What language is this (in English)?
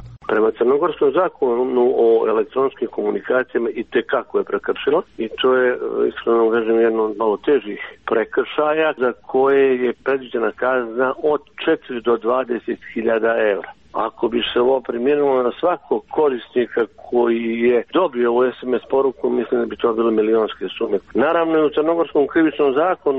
Serbian